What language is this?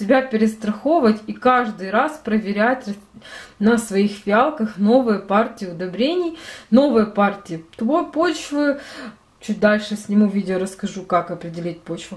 Russian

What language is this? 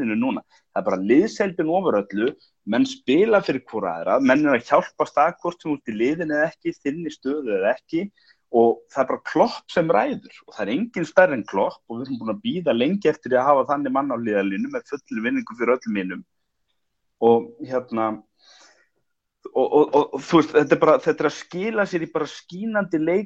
Icelandic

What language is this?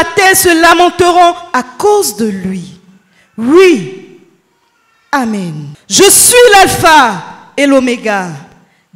French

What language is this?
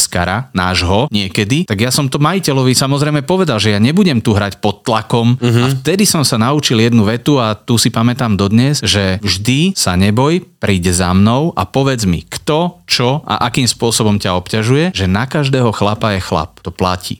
Slovak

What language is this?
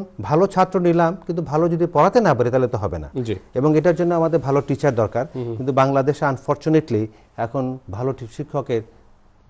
Bangla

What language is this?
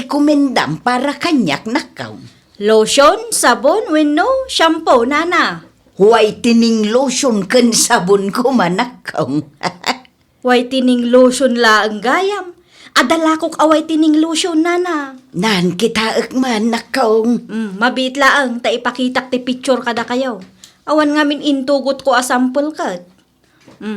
Iloko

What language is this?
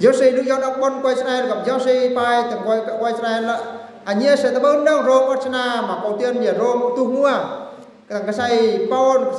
Eastern Bru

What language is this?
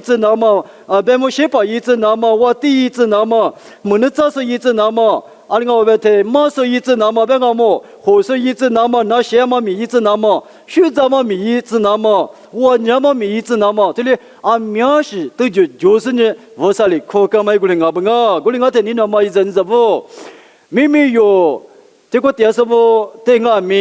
Lisu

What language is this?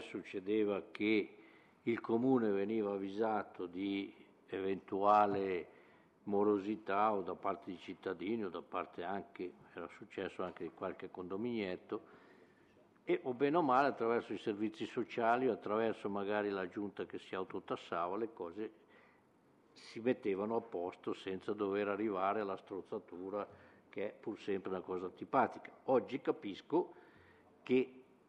Italian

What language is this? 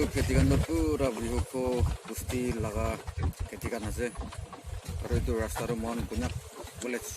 Naga Pidgin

